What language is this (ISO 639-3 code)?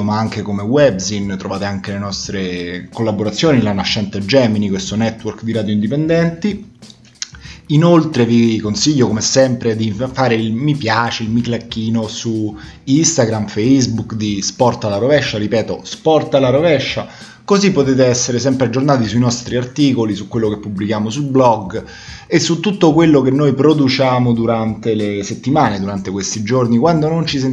ita